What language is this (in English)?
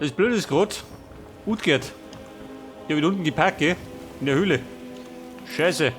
Bavarian